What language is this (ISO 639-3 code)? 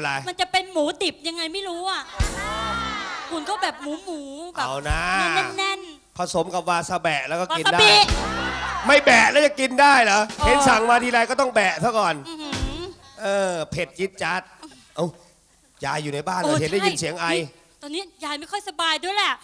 tha